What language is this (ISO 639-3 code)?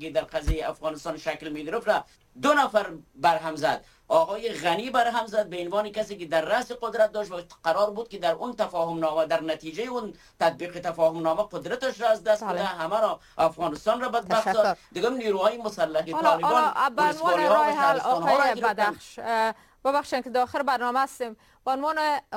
fas